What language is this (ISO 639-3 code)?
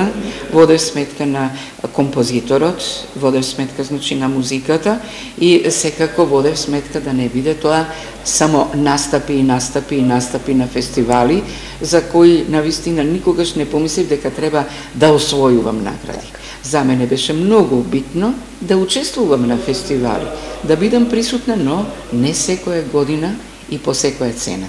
mkd